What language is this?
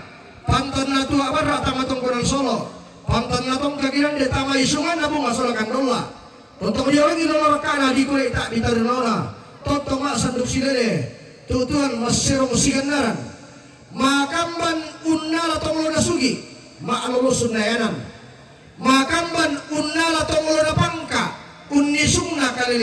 Toraja-Sa'dan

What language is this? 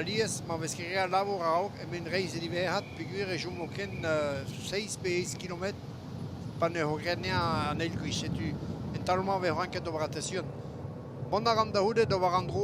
Breton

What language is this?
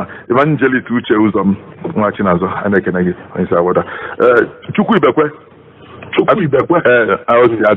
Igbo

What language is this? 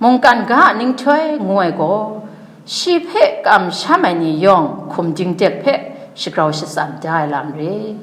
Kachin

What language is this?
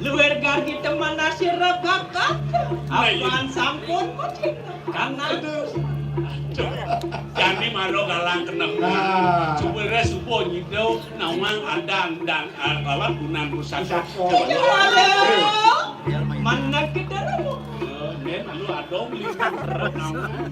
Balinese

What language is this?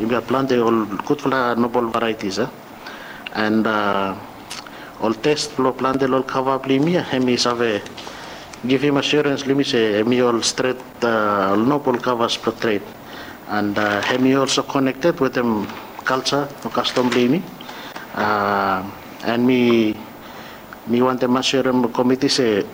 Bislama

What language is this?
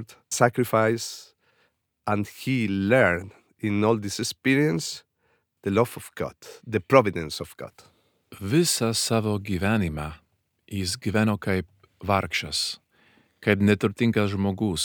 Lithuanian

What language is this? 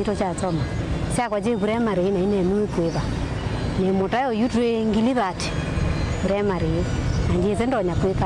Kamba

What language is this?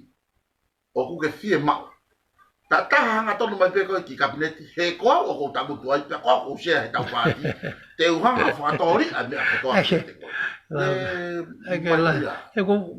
Tongan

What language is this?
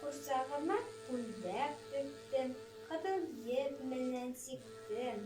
Bashkir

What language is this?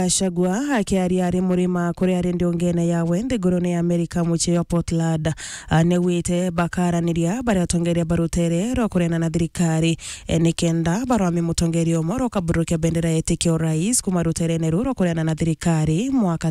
Meru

